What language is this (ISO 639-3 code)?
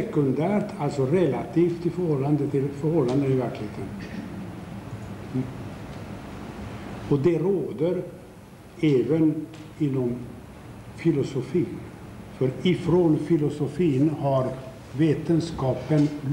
swe